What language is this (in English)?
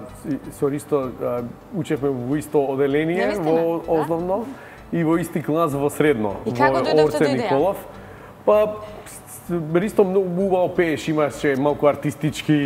Macedonian